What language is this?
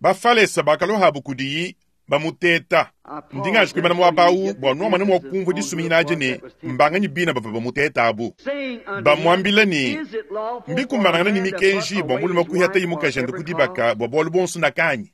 Luba-Lulua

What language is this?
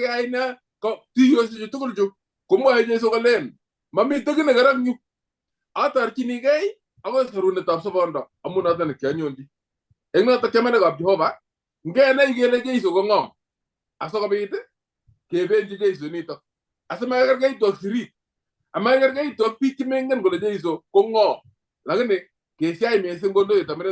Kalenjin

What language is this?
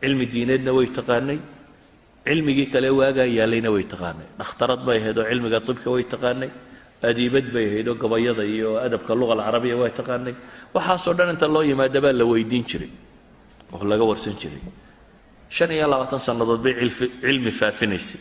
Somali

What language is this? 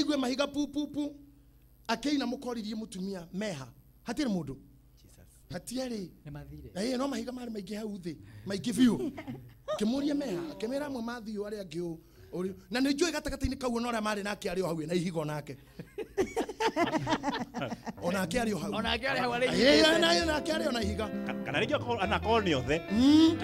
Kikuyu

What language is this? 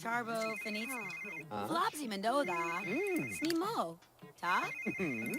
Bavarian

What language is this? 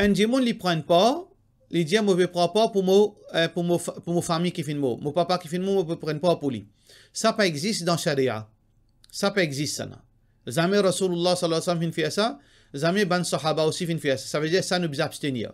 Morisyen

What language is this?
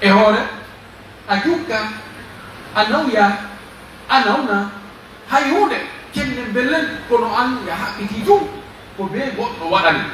Pular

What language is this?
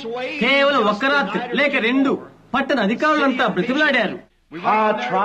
Telugu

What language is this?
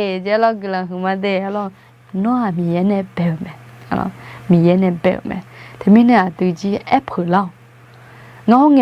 Akha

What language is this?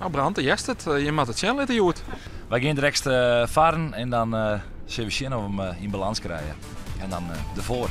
Western Frisian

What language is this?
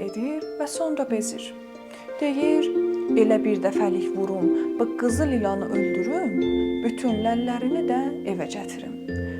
South Azerbaijani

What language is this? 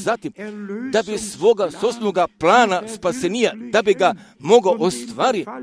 Croatian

